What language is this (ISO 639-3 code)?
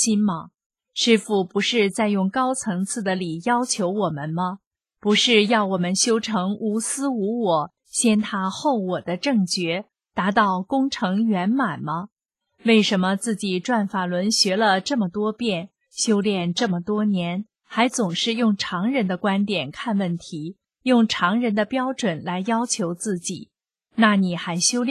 zho